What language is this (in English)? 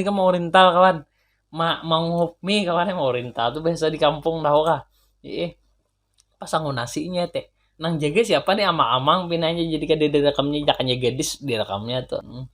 Banjar